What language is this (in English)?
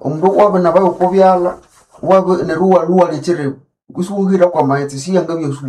Nande